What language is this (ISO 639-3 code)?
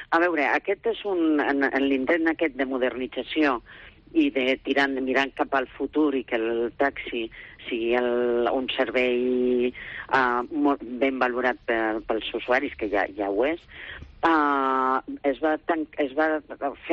cat